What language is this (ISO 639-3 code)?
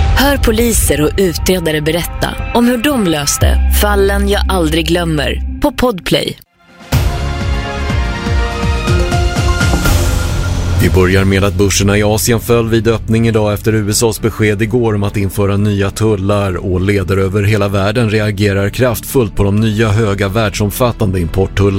swe